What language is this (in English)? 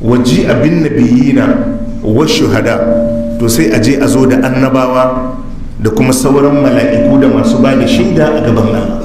Hausa